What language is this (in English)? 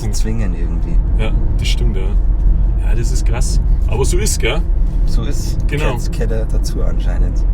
Bavarian